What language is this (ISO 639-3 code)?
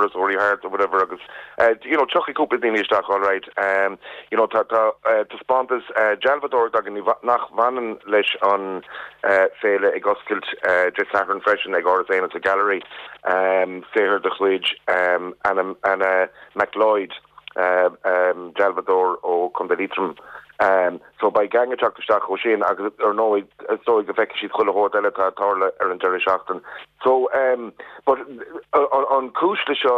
gle